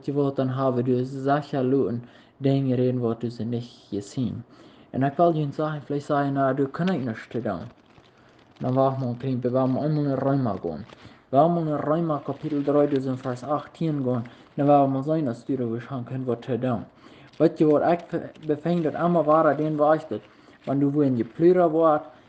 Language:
Plautdietsch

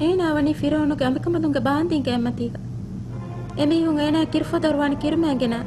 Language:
Divehi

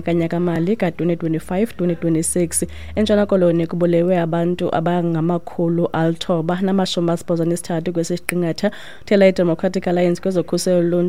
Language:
Xhosa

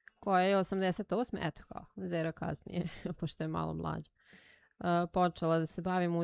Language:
Serbian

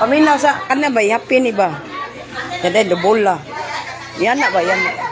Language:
Cebuano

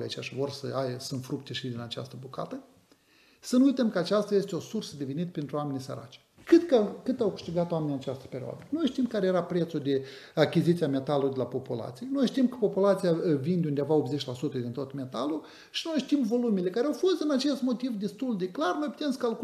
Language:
Romanian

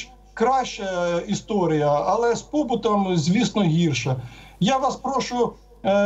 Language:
Ukrainian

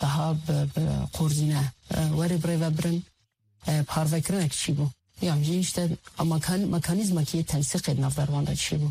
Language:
Kurdish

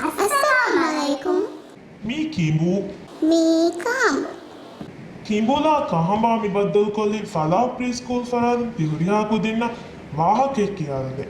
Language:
Divehi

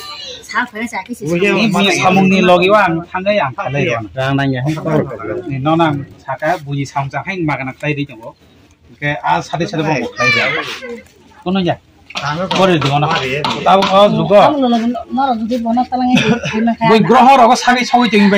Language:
Kok Borok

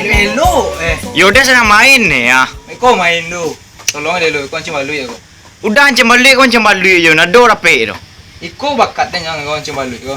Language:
Minangkabau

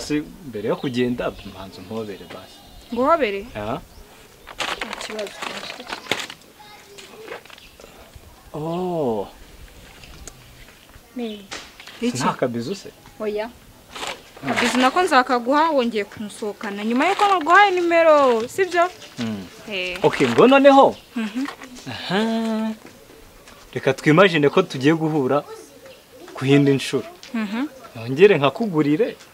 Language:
Kinyarwanda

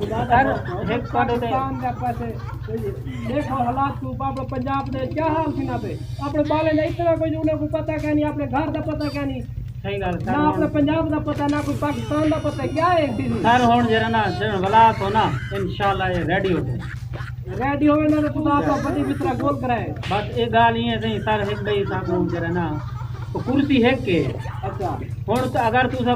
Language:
Saraiki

